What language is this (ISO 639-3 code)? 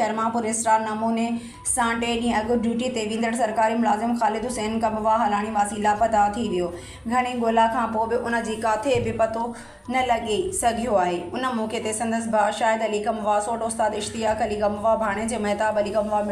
snd